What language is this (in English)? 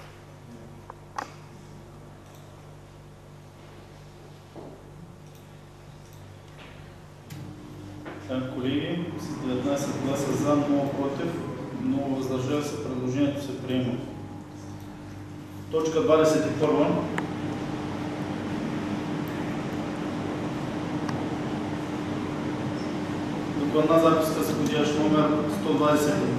Bulgarian